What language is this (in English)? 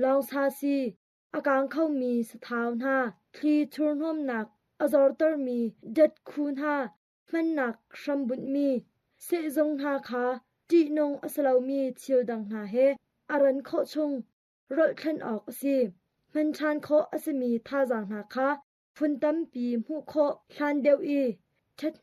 Hakha Chin